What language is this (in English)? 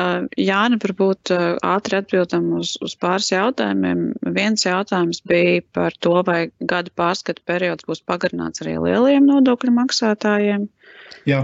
Latvian